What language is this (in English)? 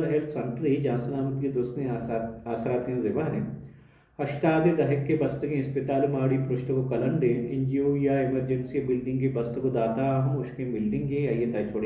Baluchi